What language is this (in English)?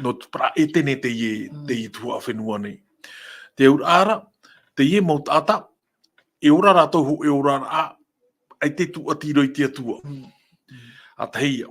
Tahitian